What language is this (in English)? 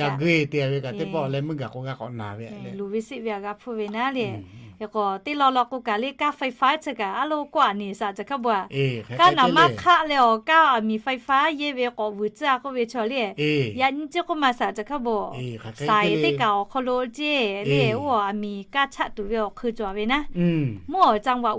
Lahu